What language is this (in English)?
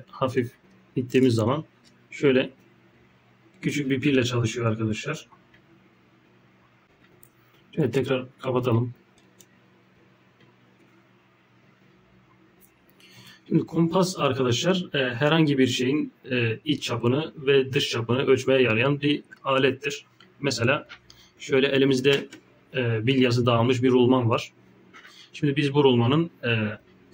Turkish